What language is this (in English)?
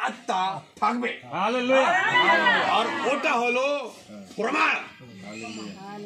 Bangla